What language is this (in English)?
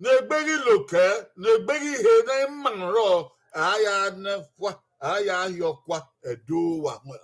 Bini